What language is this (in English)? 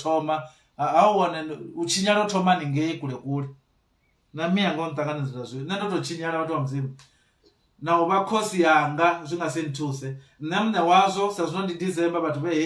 Venda